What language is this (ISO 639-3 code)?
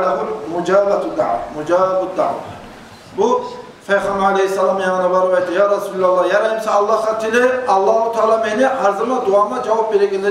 kum